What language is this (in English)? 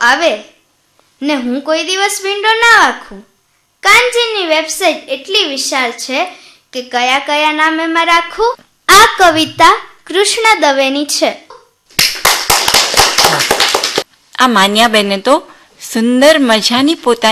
Gujarati